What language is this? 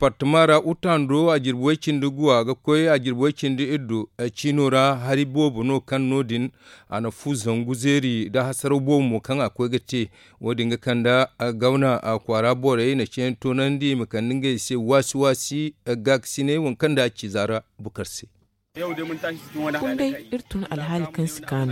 Zarma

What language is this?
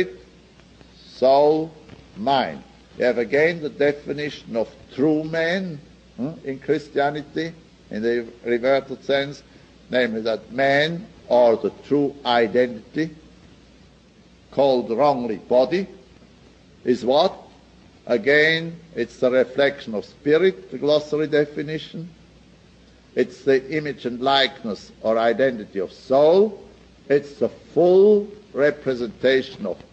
English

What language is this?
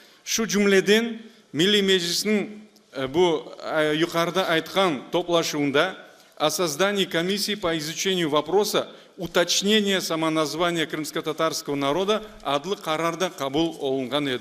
Crimean Tatar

